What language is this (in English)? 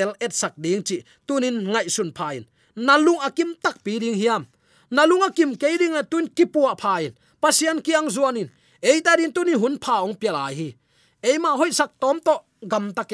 Tedim Chin